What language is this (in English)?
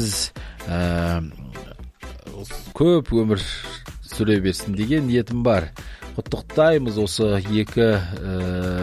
Kazakh